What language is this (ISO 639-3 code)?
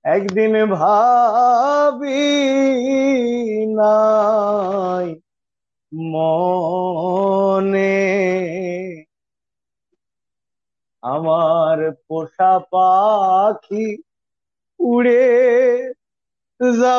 ben